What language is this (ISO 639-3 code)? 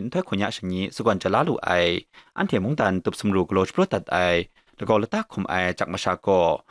kac